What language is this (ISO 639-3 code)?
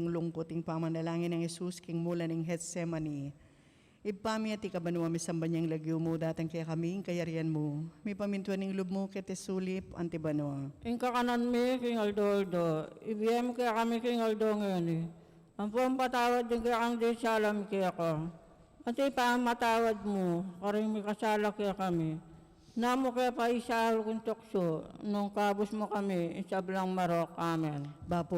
pam